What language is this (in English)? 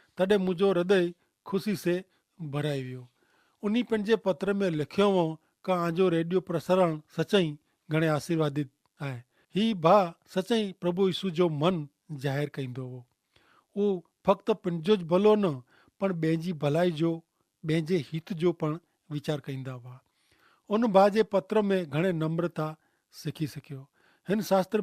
Kachhi